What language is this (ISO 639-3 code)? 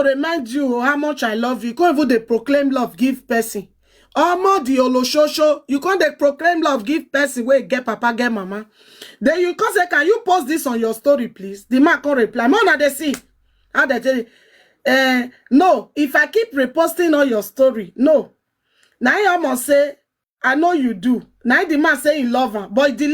pcm